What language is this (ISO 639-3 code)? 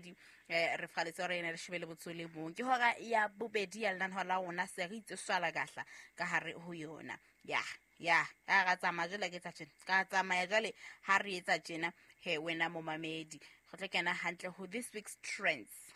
sot